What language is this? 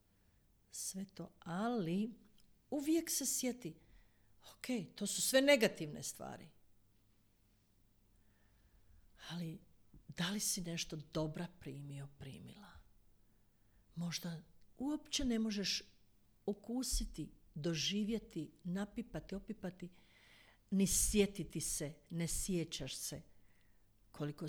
Croatian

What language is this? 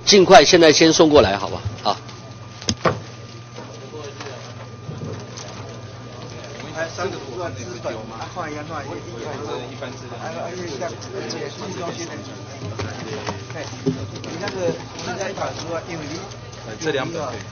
Chinese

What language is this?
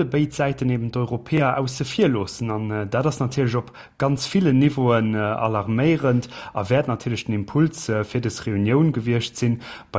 Luxembourgish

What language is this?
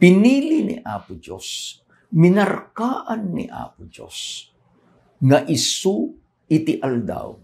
Iloko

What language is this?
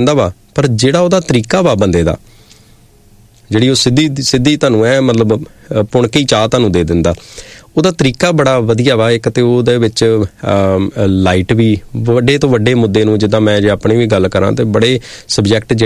Punjabi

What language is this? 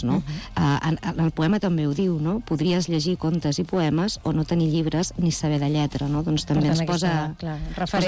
Catalan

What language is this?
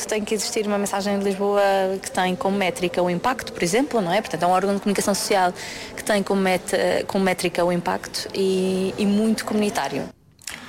Portuguese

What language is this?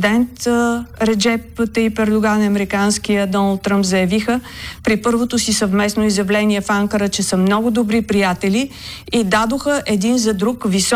Bulgarian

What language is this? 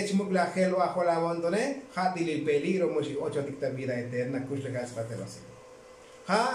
Tzotzil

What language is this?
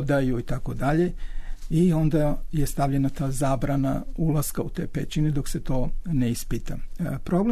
Serbian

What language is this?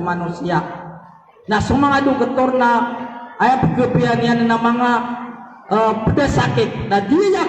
Maranao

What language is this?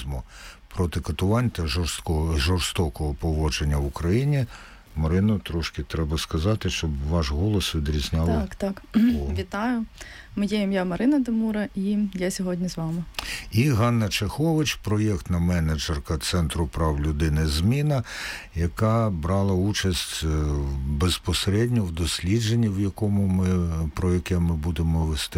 Ukrainian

